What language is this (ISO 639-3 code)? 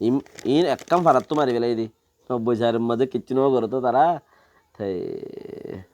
rhg